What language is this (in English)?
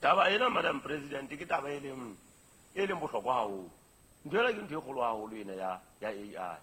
Southern Sotho